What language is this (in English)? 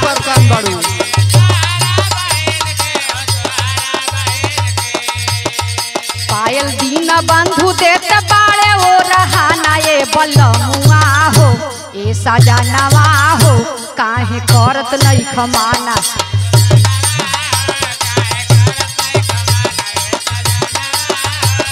Bhojpuri